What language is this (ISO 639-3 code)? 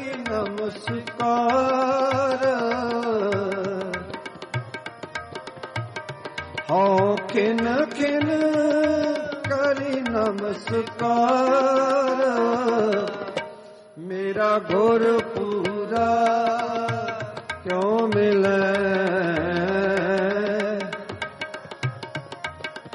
pan